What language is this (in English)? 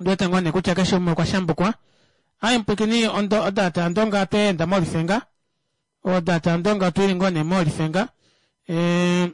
Kuanyama